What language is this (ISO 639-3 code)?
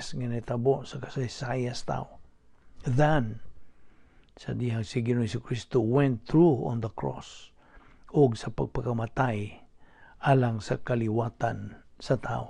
ceb